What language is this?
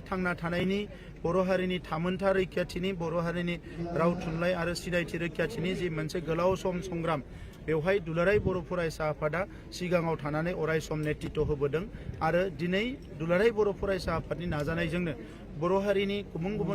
Bodo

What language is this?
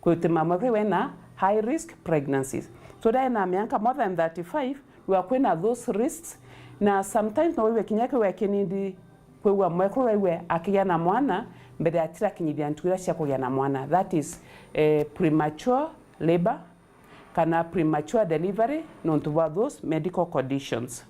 Meru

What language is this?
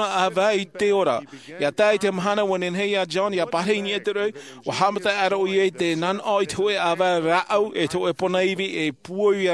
Tahitian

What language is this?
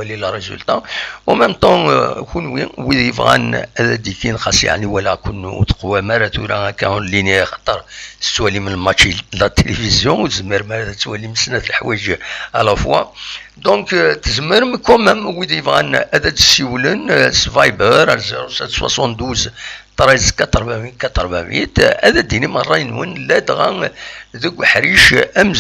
Kabyle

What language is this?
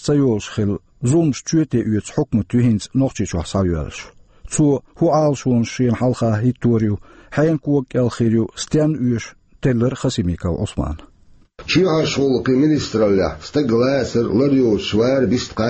Chechen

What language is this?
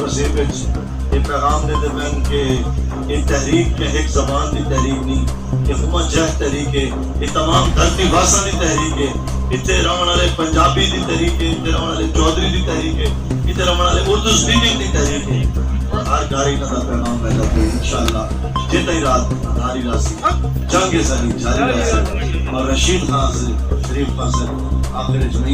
Saraiki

